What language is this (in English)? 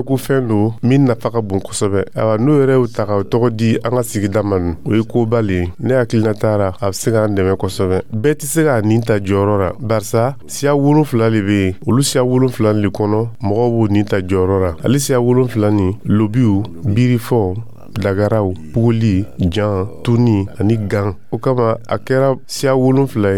Dyula